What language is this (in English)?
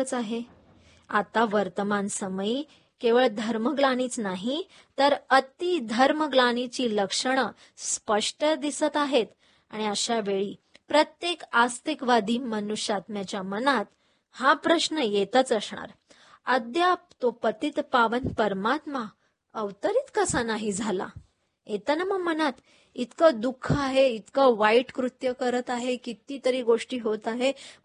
Marathi